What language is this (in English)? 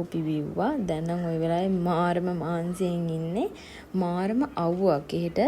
Sinhala